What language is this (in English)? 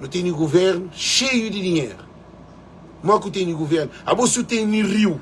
Kabuverdianu